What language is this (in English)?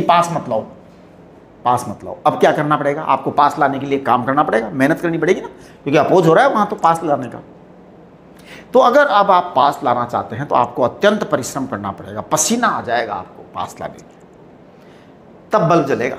Hindi